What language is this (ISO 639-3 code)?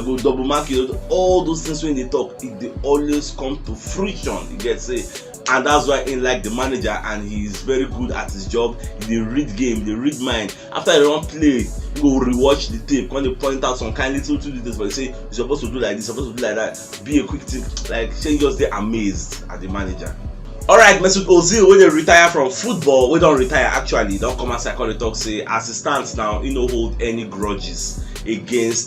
pcm